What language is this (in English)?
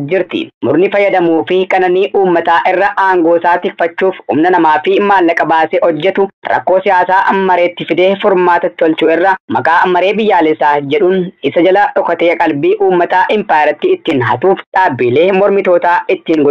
Oromo